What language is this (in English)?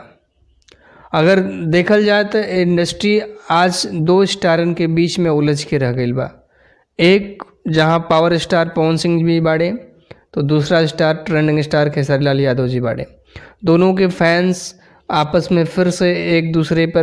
Bhojpuri